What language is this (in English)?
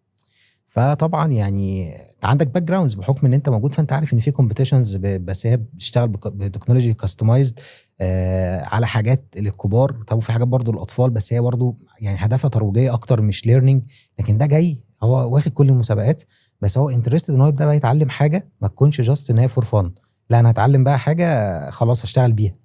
Egyptian Arabic